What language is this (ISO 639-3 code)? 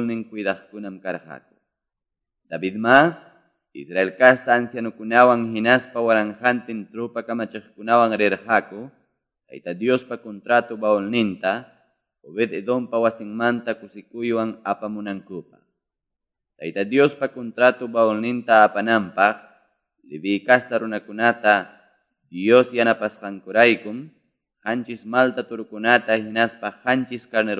que